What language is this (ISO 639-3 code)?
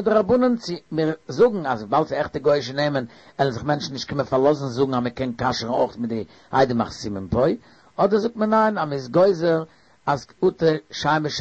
yid